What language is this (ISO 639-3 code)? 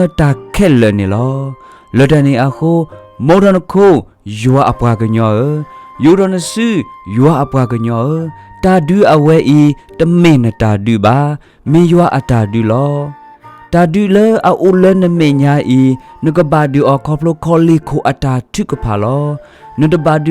ksw